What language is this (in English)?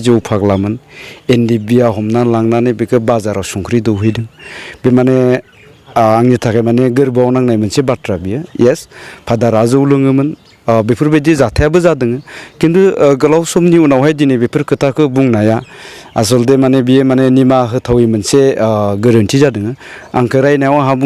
Bodo